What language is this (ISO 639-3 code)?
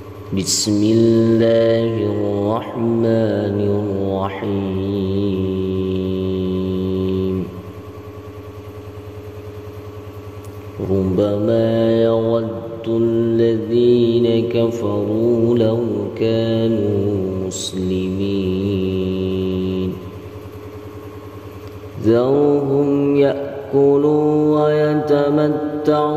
ara